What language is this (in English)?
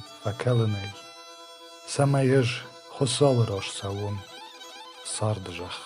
Ossetic